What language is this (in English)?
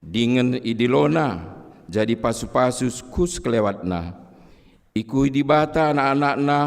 Batak Karo